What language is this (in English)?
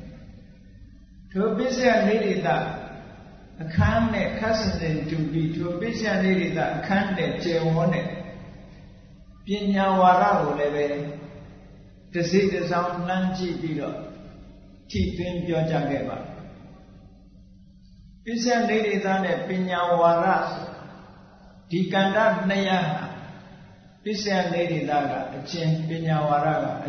Burmese